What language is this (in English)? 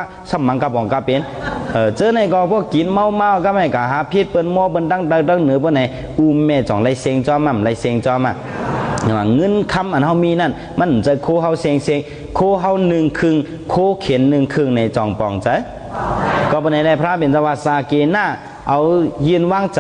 Shan